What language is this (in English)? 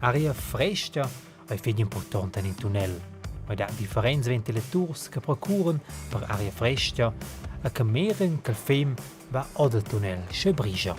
Romansh